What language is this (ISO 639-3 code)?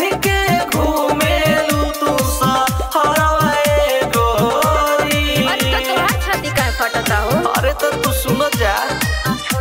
bho